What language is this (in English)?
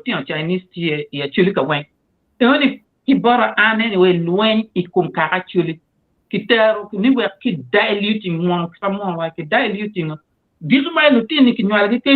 Acoli